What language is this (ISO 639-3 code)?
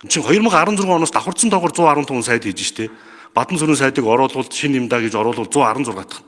mon